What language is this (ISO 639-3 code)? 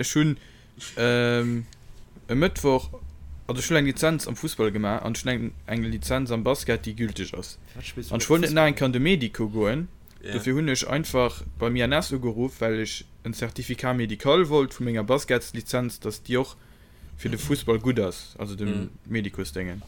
ltz